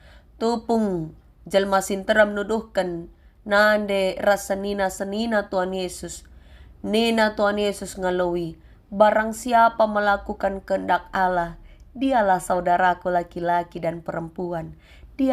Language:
Batak Karo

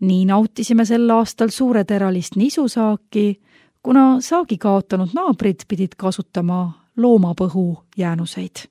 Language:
Estonian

